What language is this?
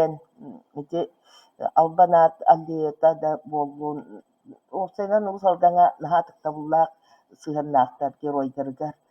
Yakut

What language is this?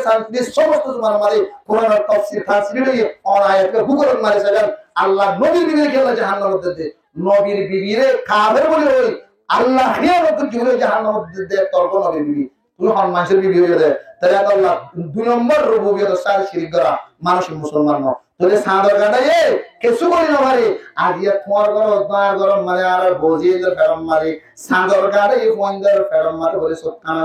Rohingya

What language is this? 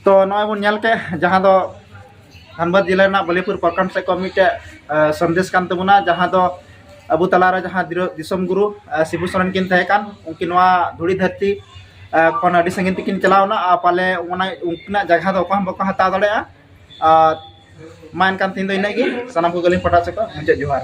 Santali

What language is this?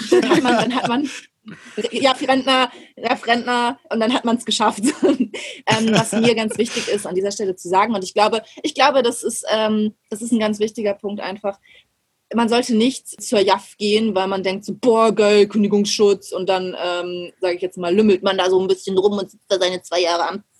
German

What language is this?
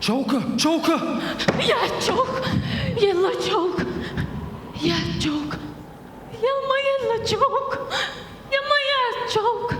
Chechen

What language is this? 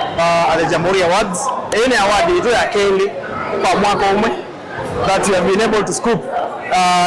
Kamba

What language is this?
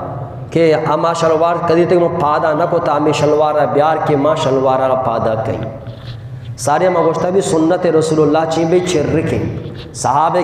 Eastern Balochi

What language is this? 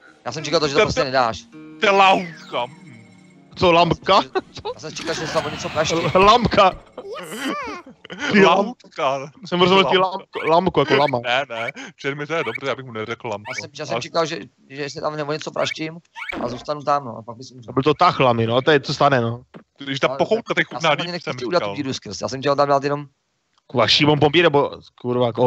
Czech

